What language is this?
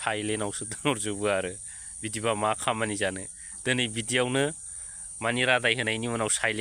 Bodo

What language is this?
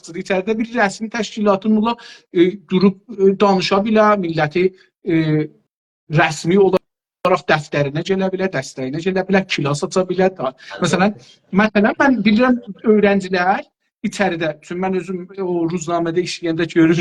South Azerbaijani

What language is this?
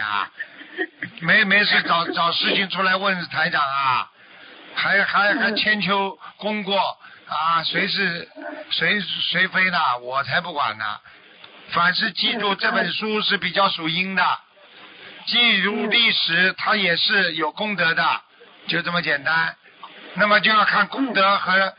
Chinese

